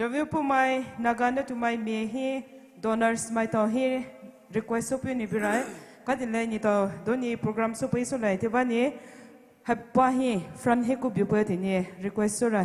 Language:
Poumei Naga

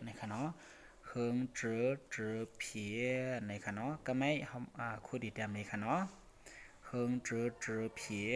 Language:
Shan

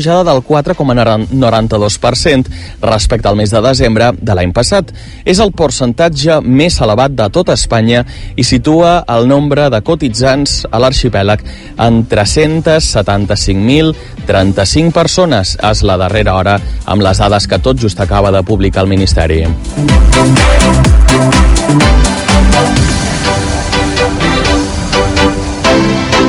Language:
Catalan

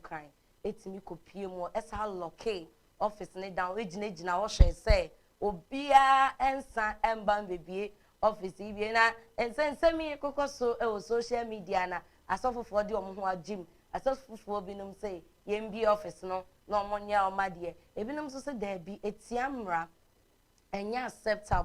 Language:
Akan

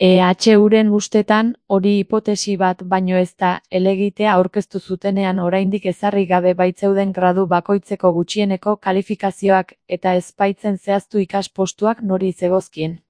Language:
Basque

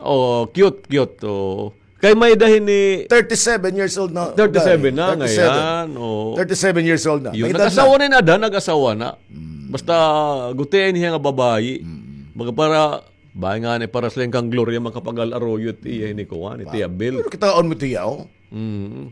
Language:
Waray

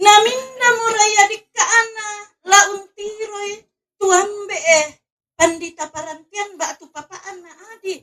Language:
Toraja-Sa'dan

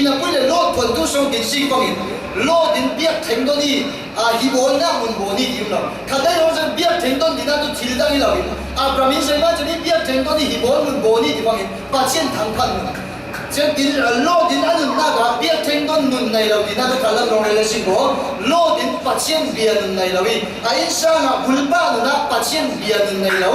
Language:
Falam Chin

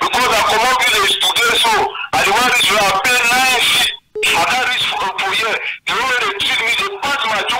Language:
Cameroon Pidgin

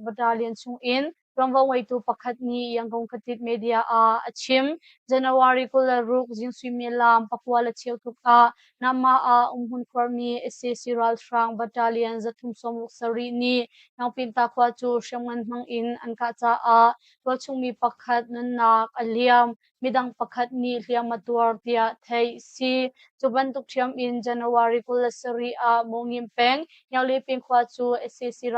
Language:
Hakha Chin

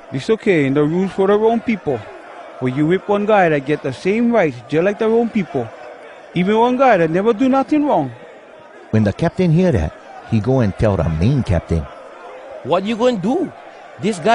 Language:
Hawai'i Creole English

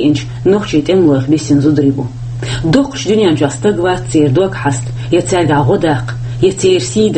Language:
Chechen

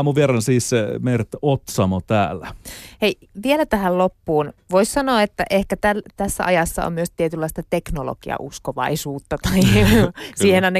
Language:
Finnish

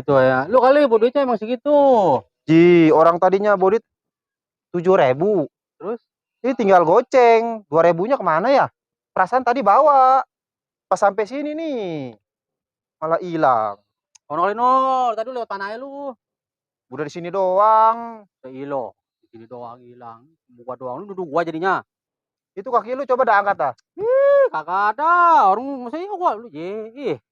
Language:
Betawi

